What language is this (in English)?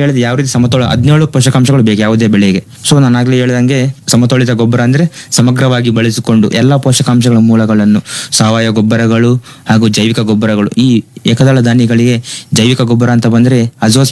Kannada